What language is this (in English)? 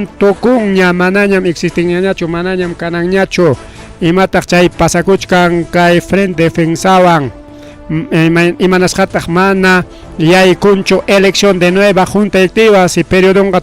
Ayacucho Quechua